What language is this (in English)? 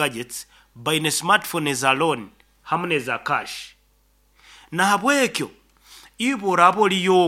Nyankole